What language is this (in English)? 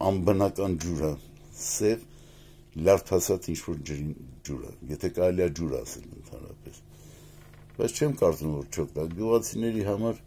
Armenian